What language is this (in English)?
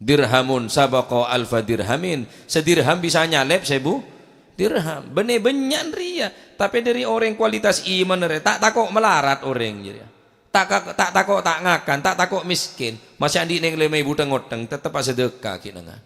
Madurese